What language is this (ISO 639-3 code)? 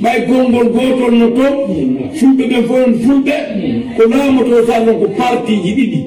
fuf